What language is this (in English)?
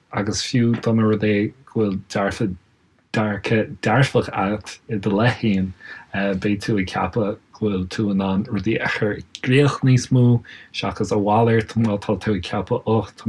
Irish